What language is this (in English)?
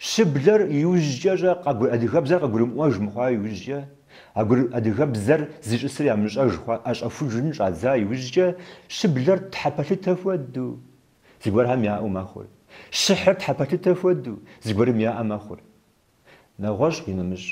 Kabardian